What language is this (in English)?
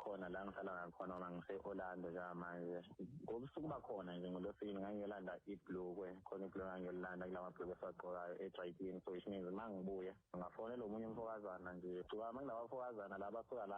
Zulu